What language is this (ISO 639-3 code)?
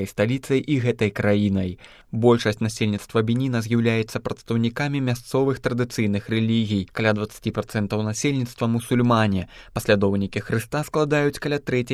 bel